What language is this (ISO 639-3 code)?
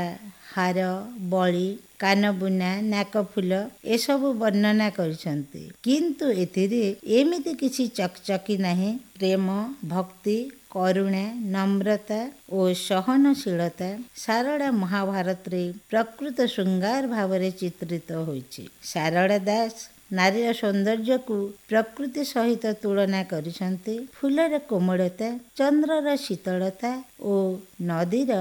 ori